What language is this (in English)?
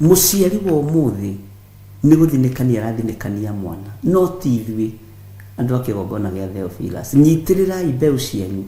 Kikuyu